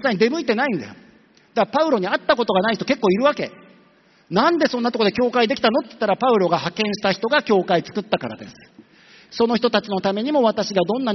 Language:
Japanese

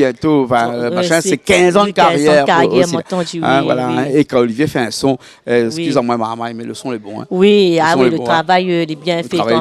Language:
Réunion Creole French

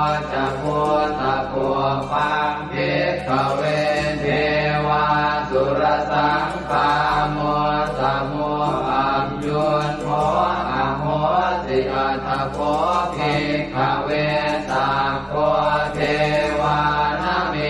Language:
Pali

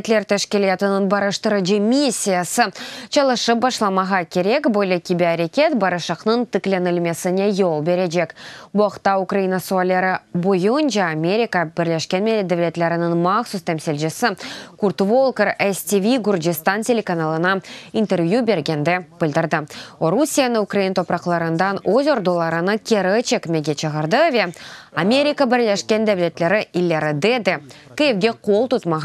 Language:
Crimean Tatar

